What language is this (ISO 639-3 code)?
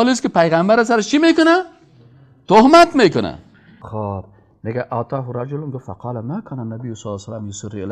fas